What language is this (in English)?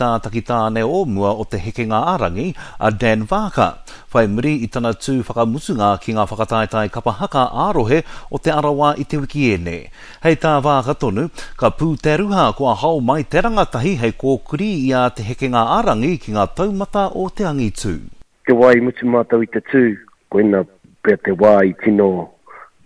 Māori